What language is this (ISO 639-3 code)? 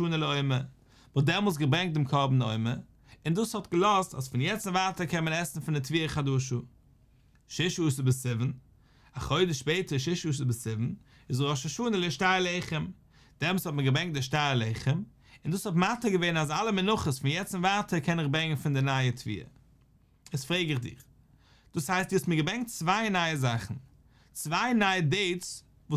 yid